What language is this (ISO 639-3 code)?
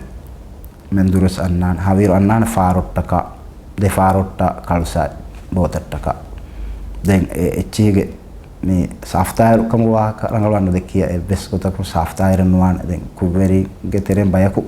div